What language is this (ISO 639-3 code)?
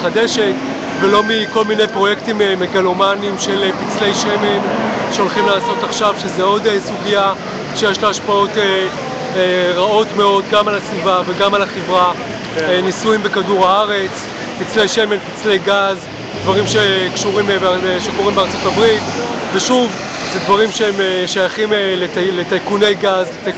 heb